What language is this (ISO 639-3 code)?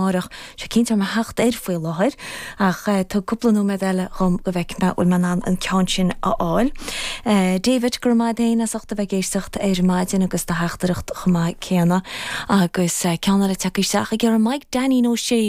gle